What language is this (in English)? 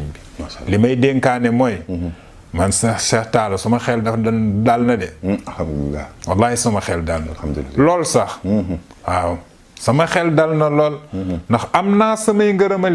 Wolof